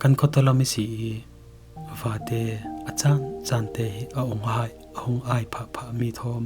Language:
Falam Chin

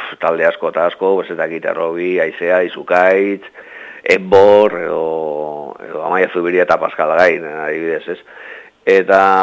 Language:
Basque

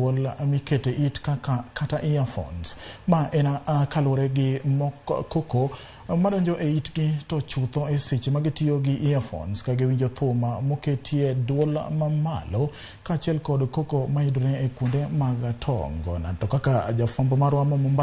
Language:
Luo (Kenya and Tanzania)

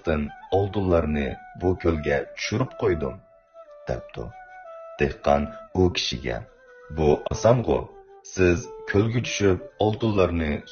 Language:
Uyghur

